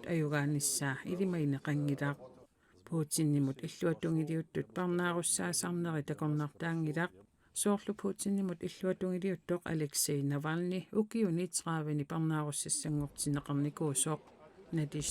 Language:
Kalaallisut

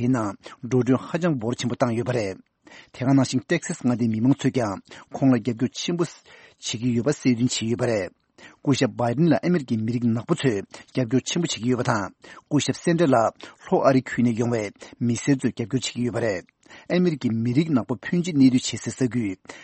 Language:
Tibetan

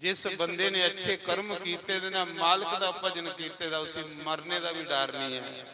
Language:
Dogri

